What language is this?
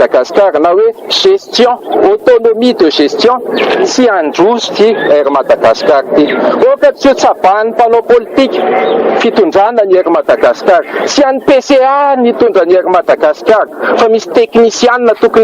Malagasy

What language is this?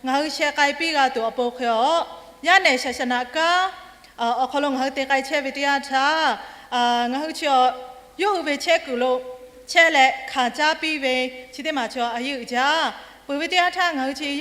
Lahu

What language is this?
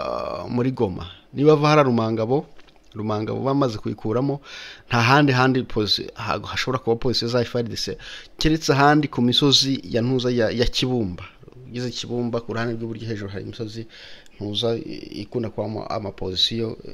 Kinyarwanda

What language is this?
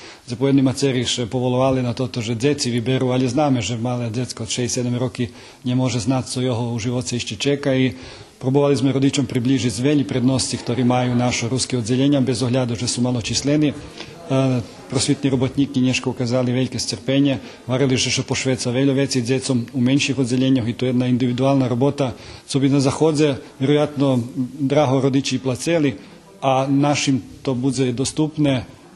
Rusyn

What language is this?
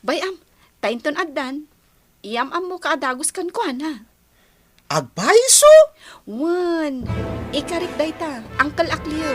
Iloko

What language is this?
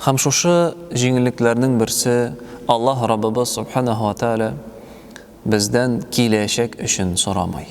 Tatar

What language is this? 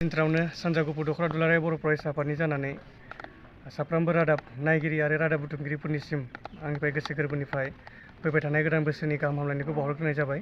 Bodo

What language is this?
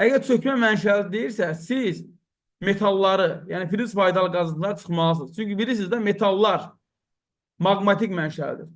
Azerbaijani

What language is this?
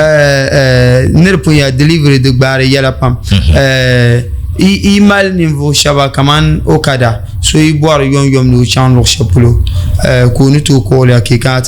Dagbani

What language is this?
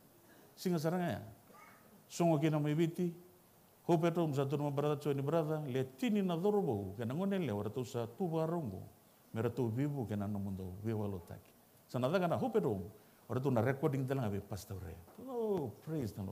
Fijian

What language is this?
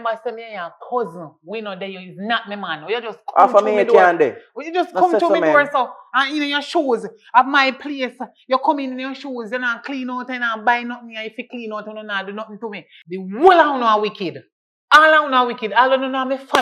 Jamaican Creole English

